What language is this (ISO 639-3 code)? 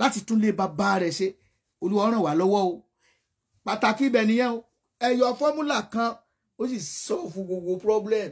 yor